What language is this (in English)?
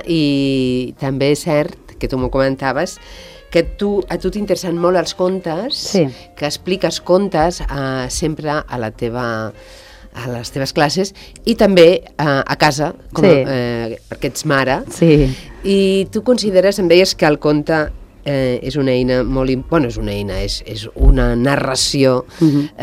Catalan